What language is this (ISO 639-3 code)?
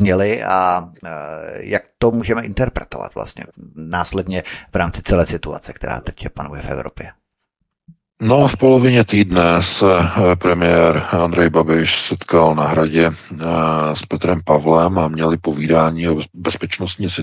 ces